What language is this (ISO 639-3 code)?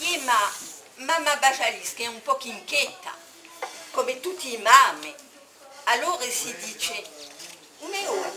cos